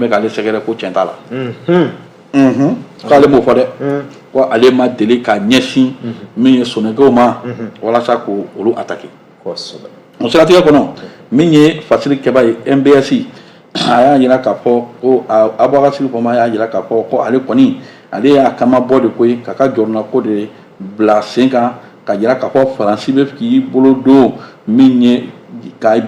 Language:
Bambara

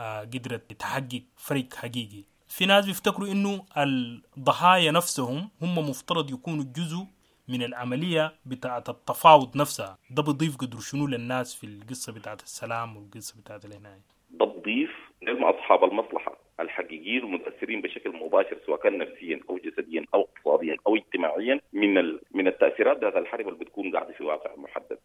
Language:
Sudanese Arabic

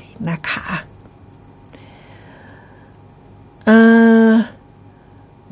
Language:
Thai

